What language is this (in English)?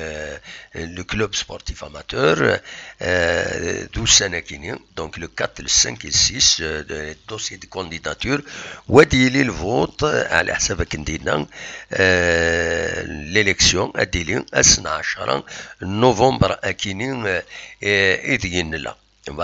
Kabyle